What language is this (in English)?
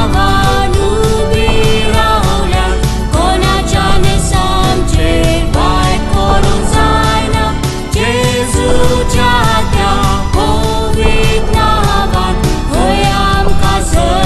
Konkani